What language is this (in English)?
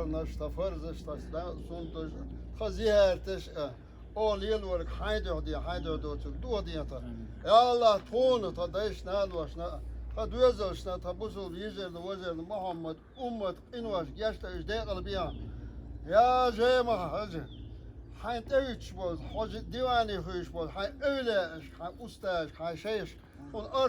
Chechen